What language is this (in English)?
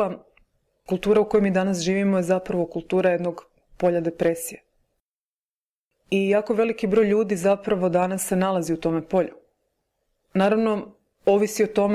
Croatian